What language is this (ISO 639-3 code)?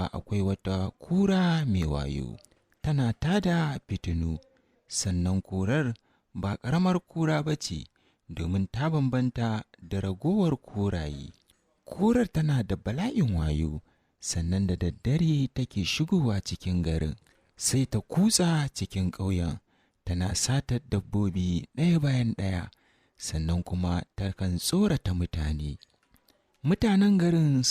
hau